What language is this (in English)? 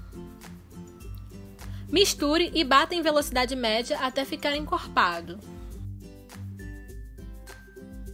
Portuguese